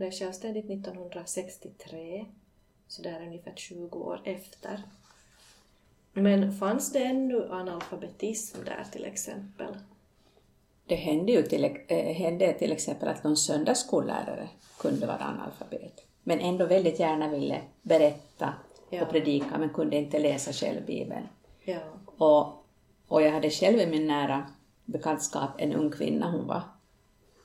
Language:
Swedish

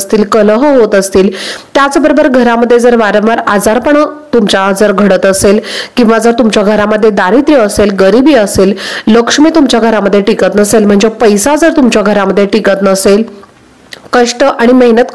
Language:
Marathi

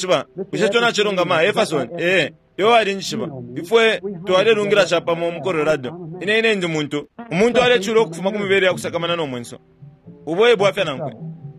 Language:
Bemba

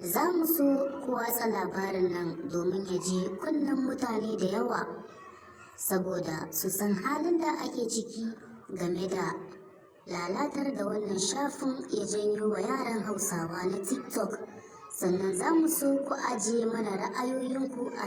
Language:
Hausa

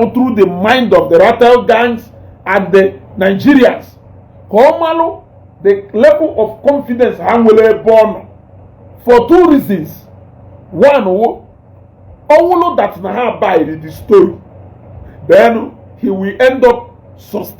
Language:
Igbo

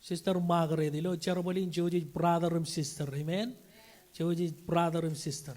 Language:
Marshallese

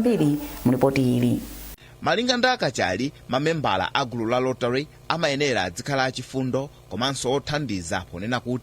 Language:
Nyanja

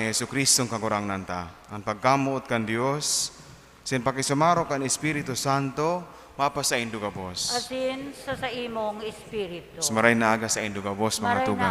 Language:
Bikol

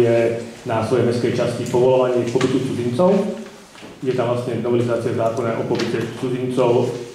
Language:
Slovak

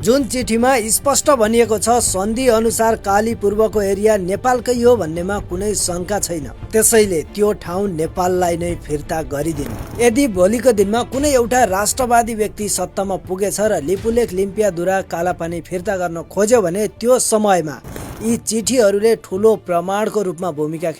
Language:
Nepali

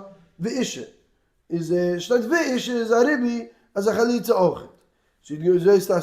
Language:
Yiddish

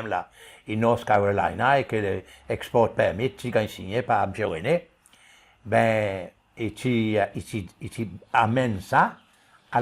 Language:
Seselwa Creole French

